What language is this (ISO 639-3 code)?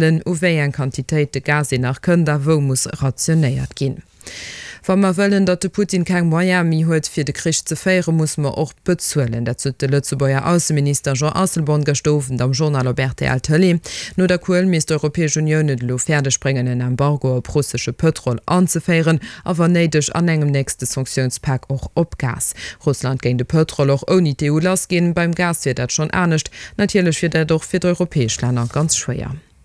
ltz